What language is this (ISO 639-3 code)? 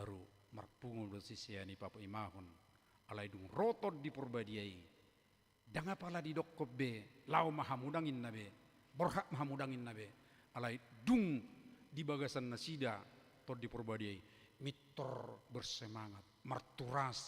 bbc